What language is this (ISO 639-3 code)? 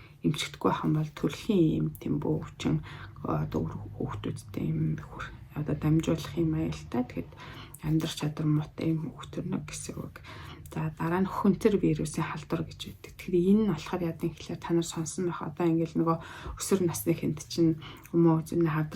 mon